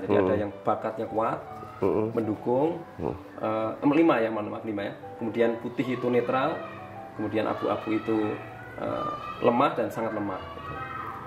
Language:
Indonesian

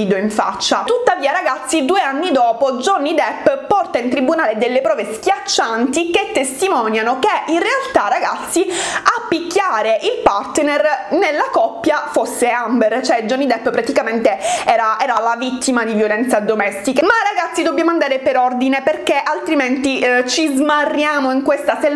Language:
Italian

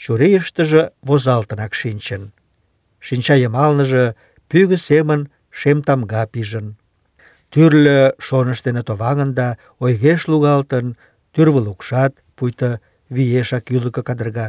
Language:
Mari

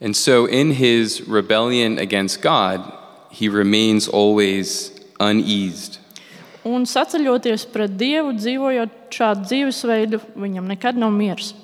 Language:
Latvian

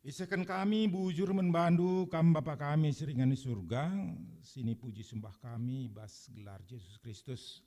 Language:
Batak Karo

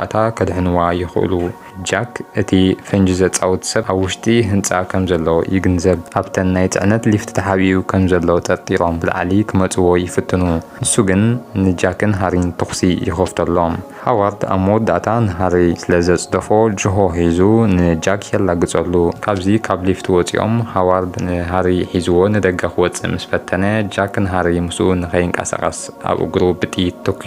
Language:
Tigrinya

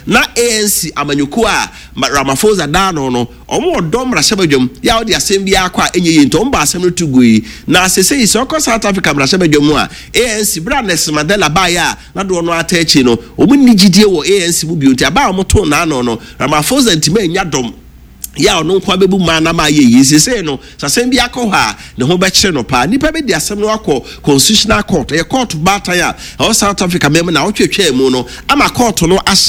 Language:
Akan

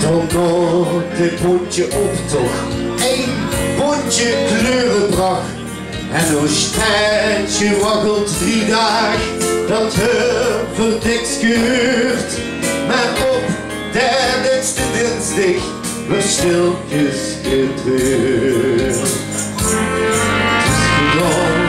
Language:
Limburgish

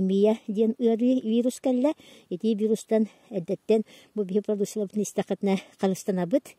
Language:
Yakut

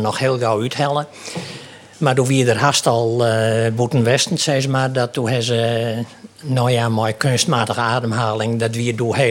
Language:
Western Frisian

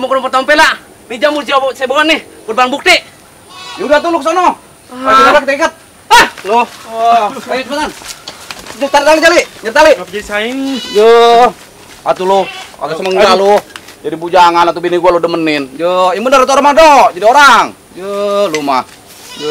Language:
Betawi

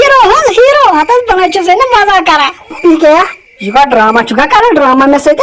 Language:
Kashmiri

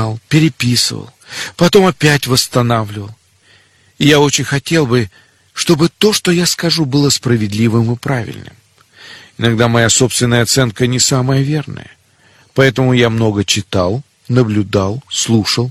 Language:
Russian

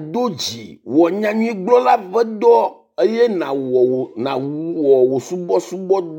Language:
Ewe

